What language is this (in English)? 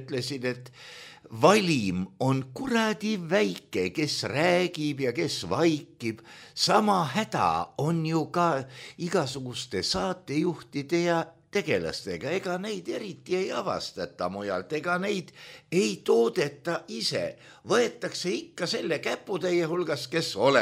Estonian